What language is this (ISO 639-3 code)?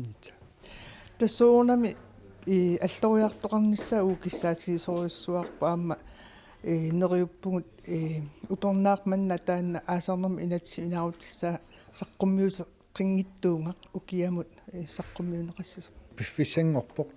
kal